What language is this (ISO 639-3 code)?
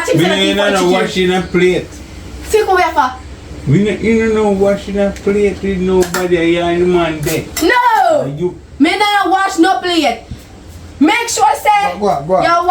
jam